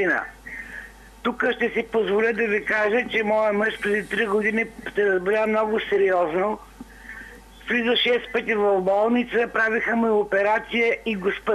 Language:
Bulgarian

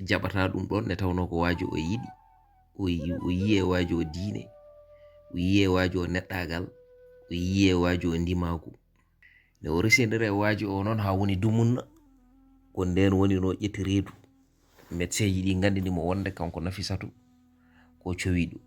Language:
Fula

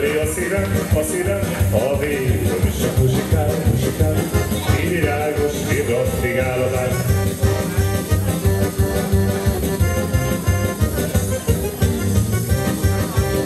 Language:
Hungarian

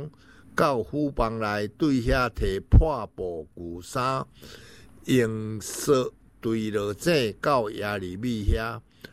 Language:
Min Nan Chinese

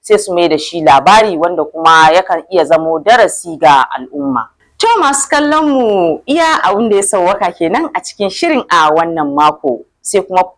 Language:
Hausa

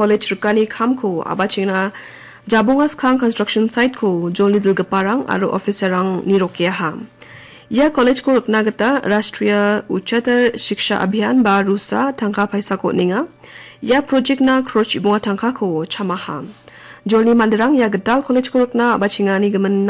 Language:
Garo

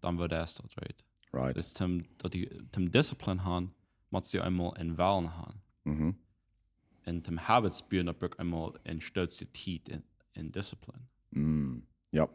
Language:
Plautdietsch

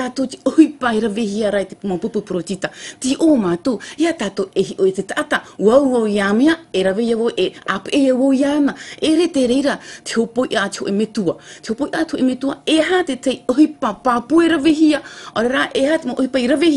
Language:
Tahitian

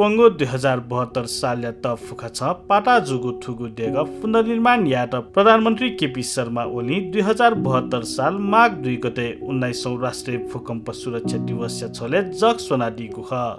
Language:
Newari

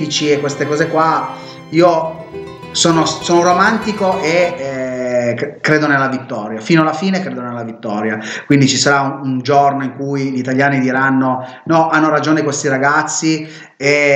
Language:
Italian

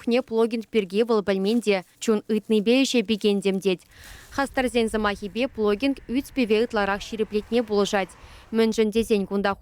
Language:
Chuvash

